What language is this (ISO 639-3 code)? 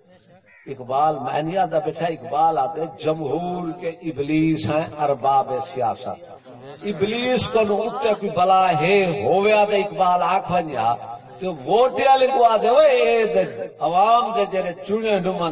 skr